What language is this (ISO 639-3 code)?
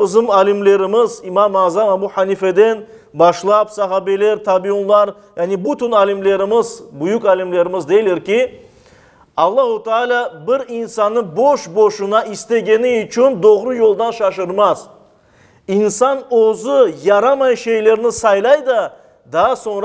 crh